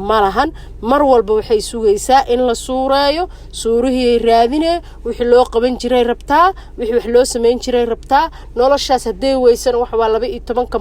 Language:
Somali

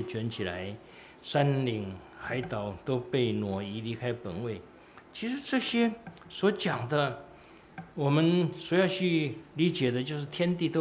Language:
Chinese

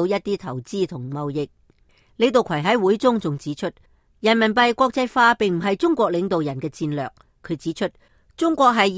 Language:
Cantonese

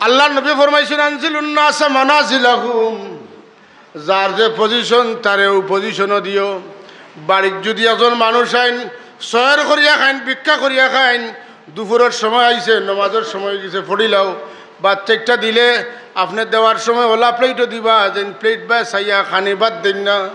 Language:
Sylheti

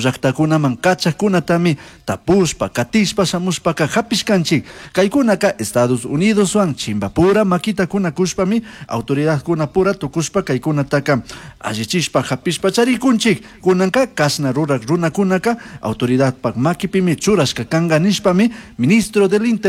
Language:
Chimborazo Highland Quichua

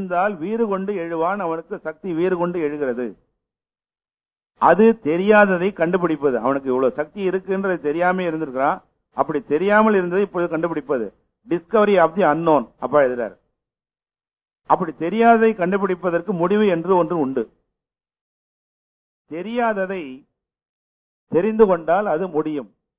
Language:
Tamil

